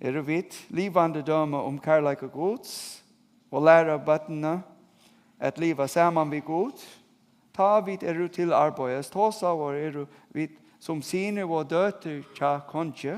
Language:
Faroese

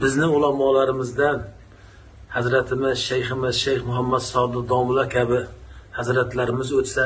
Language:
Uzbek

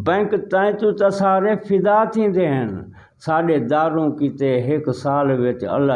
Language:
Saraiki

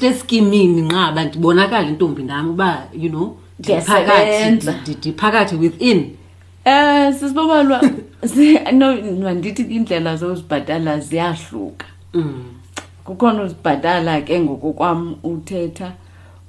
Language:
Xhosa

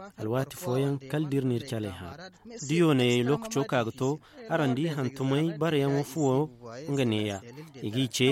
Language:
Zarma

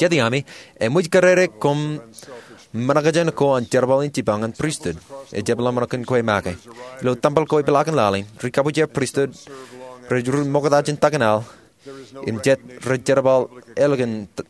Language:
Marshallese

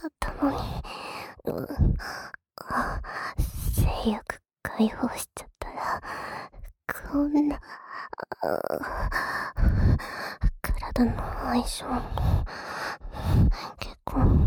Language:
Japanese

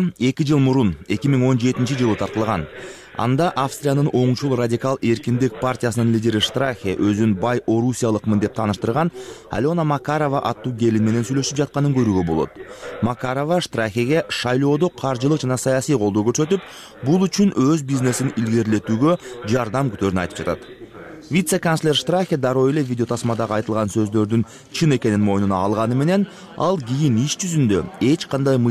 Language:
Kyrgyz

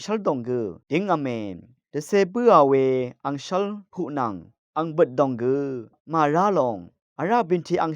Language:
Rawang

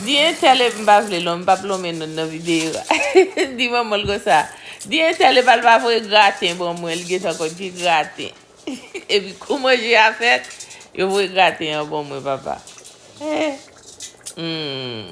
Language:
Haitian Creole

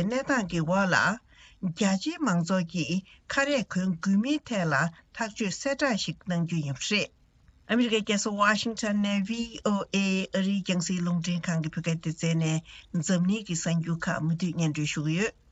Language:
Tibetan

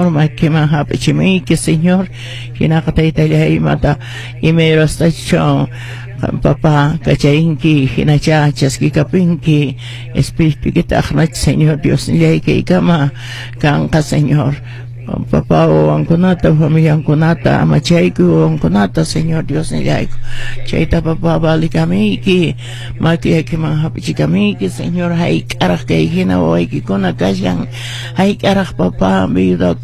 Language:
Quechua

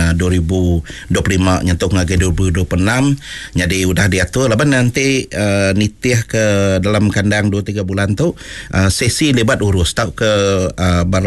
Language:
Iban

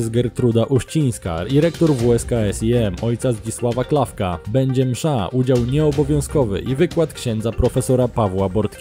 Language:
Polish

